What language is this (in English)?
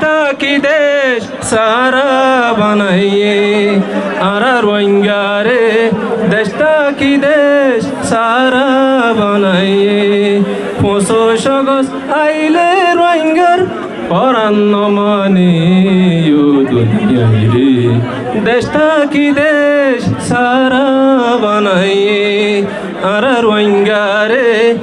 Rohingya